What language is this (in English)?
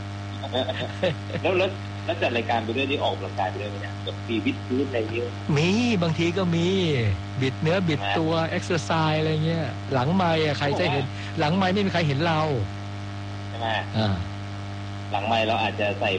Thai